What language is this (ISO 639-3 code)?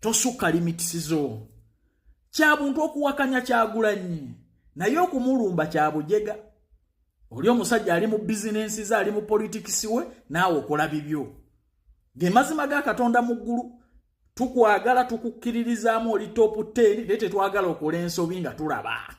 lug